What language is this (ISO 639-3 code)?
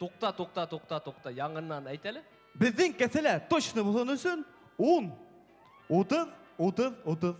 bak